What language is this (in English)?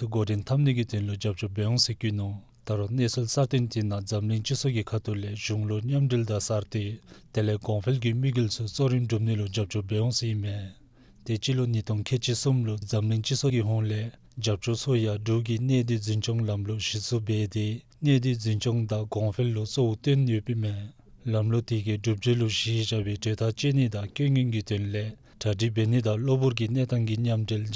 Dzongkha